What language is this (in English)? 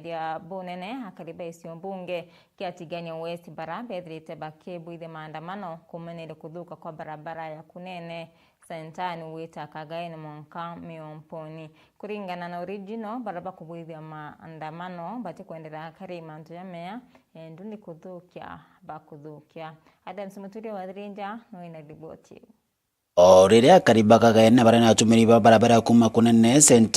Meru